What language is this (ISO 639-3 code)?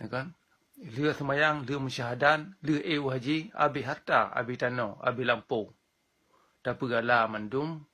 ace